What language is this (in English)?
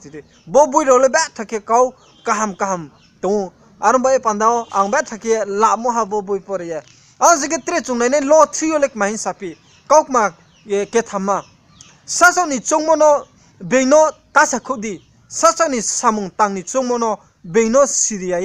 Riang (India)